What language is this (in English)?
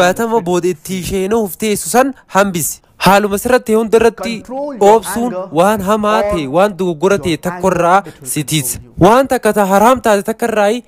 Oromo